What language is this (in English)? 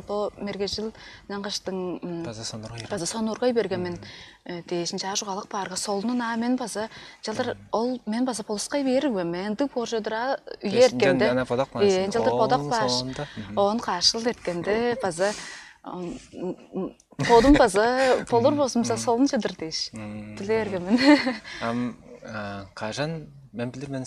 Tuvinian